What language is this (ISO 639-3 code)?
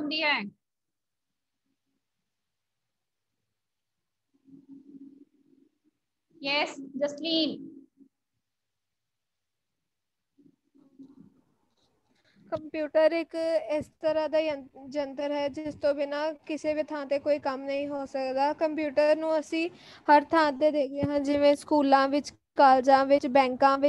pan